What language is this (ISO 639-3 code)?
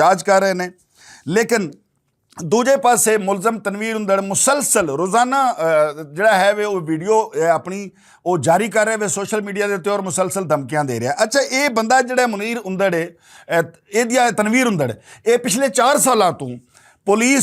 lah